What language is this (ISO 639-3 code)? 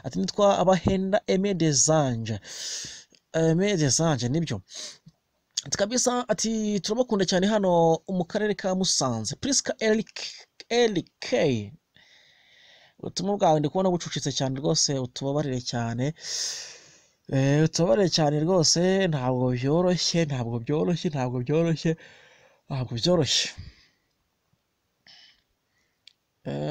kin